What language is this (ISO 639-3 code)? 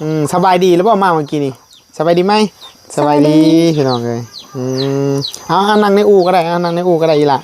tts